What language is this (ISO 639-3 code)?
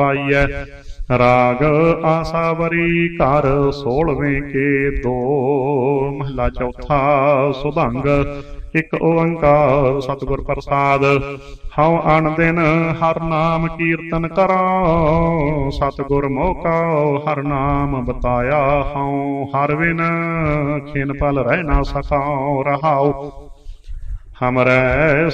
pan